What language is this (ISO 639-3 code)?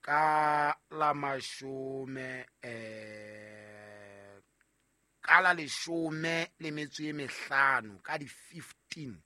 sot